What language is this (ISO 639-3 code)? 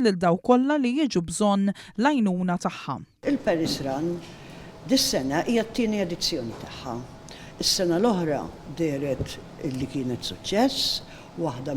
mlt